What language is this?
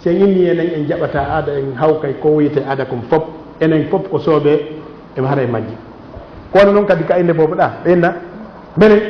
Fula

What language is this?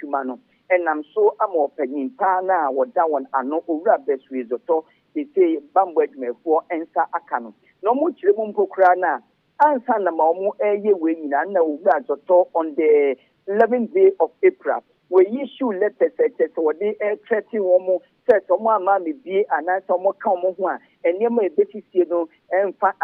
Akan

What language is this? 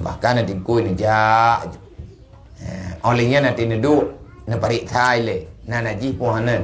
Achinese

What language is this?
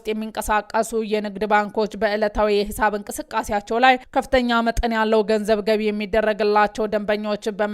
Amharic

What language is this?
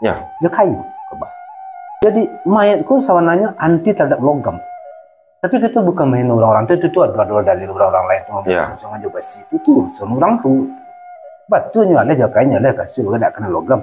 Minangkabau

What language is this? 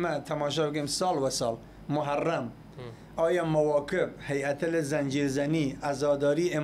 Southern Kurdish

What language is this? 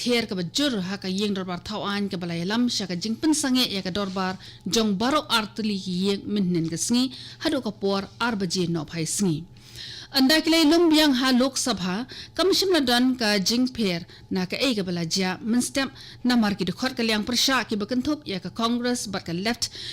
Khasi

